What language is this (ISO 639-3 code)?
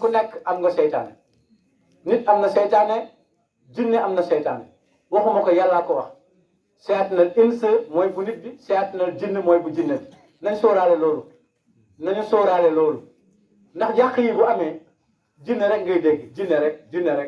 wol